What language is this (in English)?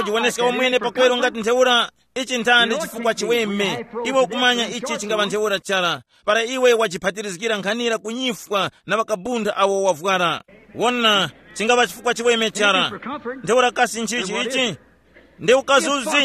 Tumbuka